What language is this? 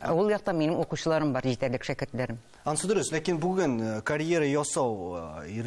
Tatar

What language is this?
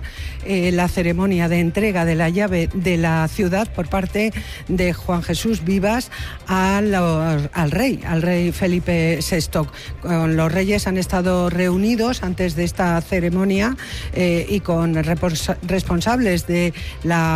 Spanish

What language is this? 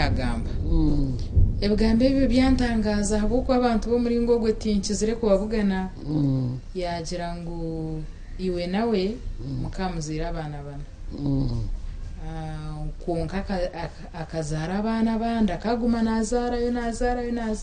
Nyankole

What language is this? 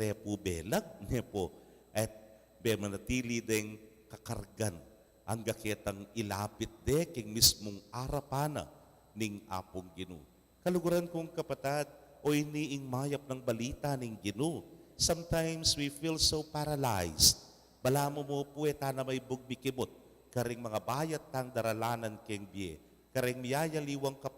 Pampanga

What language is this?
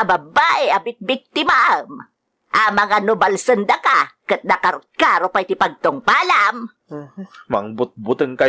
Iloko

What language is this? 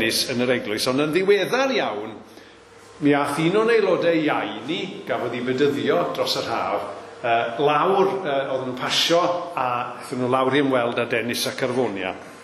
Welsh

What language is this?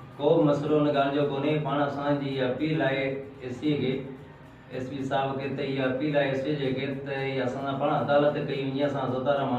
Sindhi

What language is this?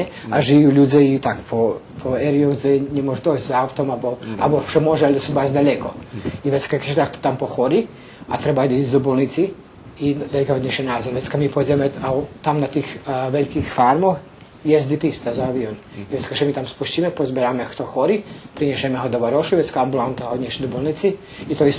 Rusyn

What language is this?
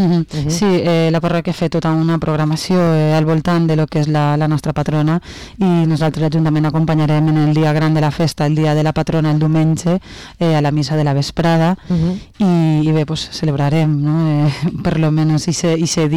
Catalan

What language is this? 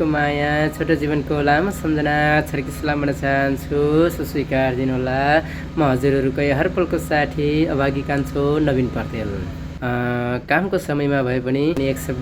Nepali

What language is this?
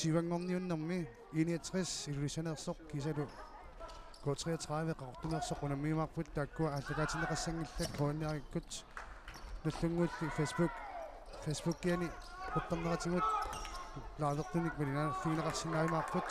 Kalaallisut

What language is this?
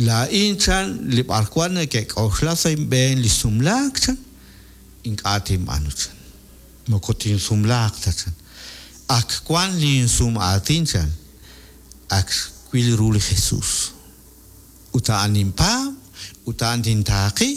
Kekchí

